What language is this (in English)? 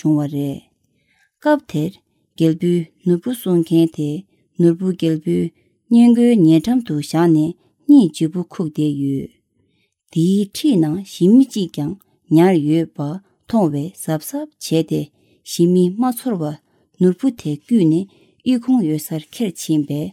Tibetan